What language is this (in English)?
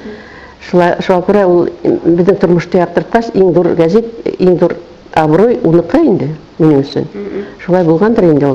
Bashkir